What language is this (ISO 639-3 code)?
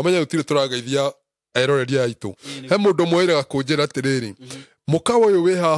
kik